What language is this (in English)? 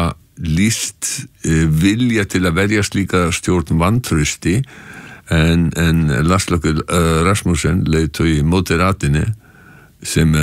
Icelandic